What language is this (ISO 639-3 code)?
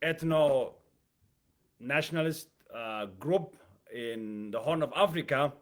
eng